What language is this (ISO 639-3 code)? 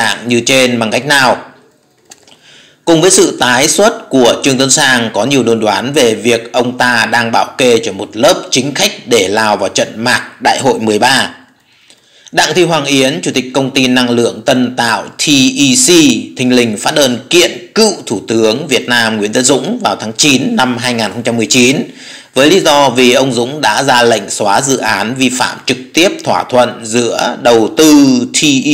vie